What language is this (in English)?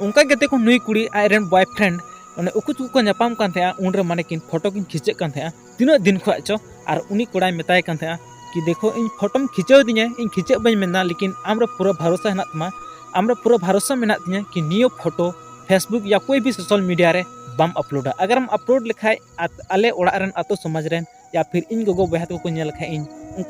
Santali